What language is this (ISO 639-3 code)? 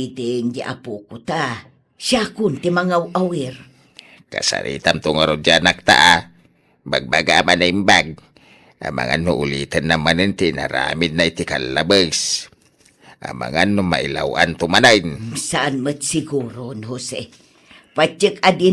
ilo